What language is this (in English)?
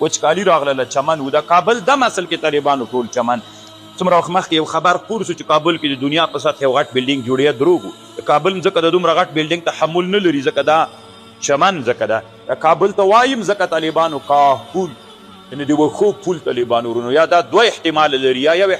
Pashto